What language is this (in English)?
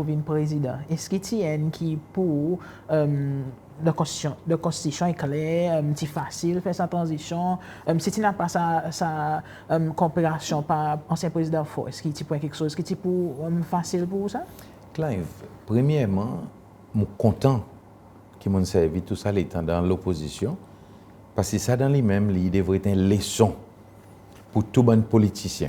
Seselwa Creole French